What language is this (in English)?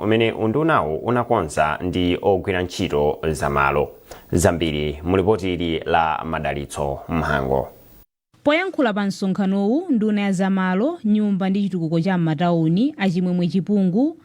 Nyanja